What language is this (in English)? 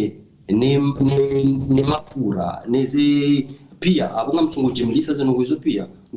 Ngazidja Comorian